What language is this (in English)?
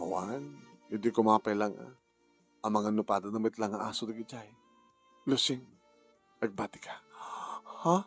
Iloko